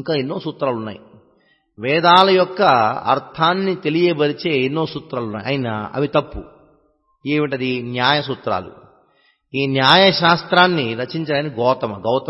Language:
Telugu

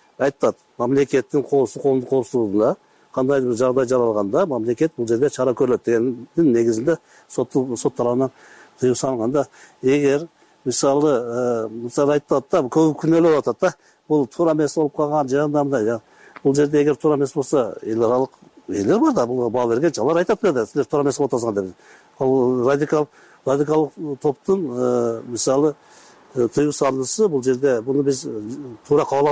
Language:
Kyrgyz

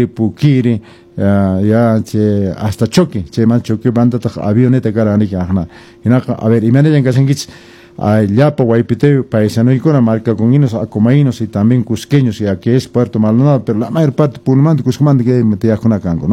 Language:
Quechua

